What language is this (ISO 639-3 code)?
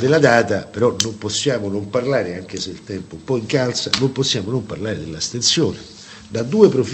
ita